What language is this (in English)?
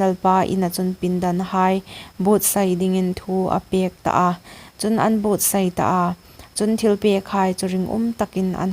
Hmar